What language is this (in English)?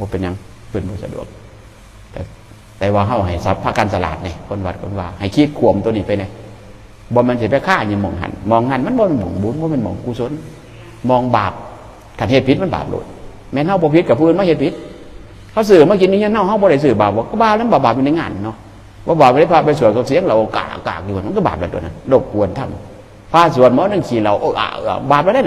Northeastern Thai